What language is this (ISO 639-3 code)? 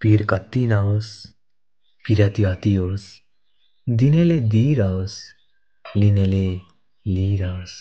nep